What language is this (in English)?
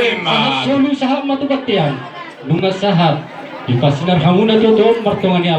Batak Toba